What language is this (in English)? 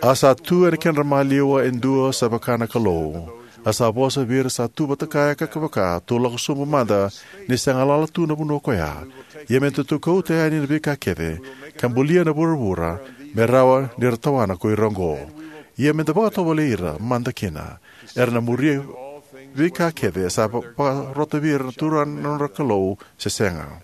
Fijian